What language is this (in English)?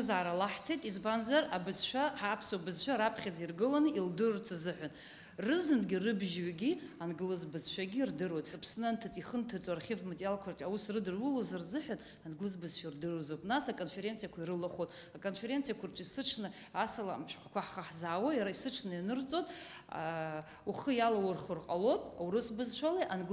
Abkhazian